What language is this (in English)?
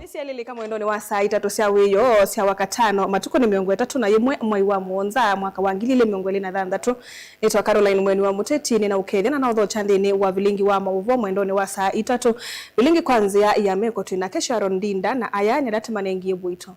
Kamba